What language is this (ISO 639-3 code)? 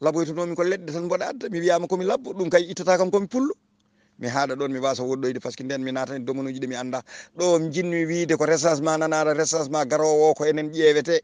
ful